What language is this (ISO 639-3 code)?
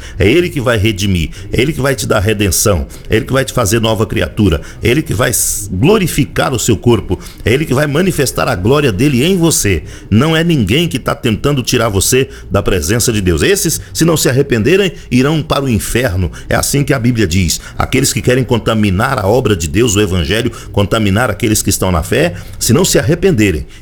por